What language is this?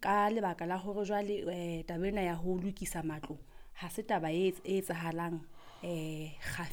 Southern Sotho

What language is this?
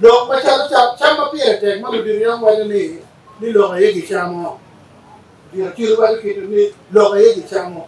Acoli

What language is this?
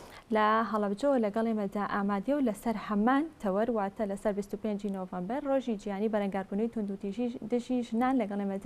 Central Kurdish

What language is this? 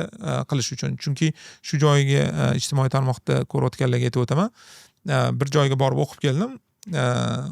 Uzbek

